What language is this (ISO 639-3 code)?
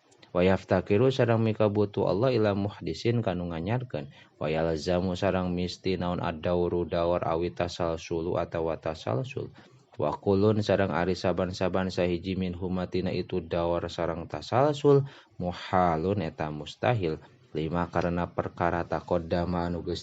sun